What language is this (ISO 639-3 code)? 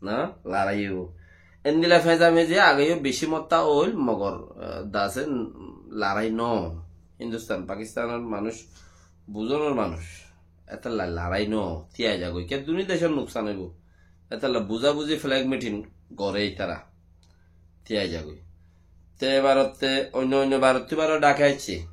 rhg